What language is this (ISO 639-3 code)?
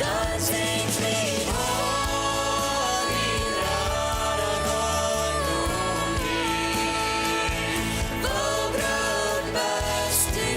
pdt